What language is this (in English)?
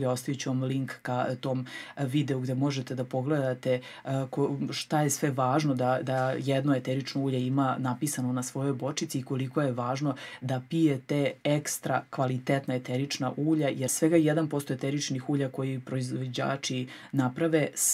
Serbian